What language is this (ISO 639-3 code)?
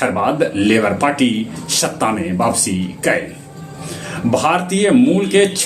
mag